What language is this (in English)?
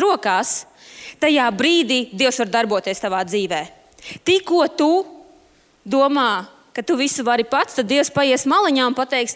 Latvian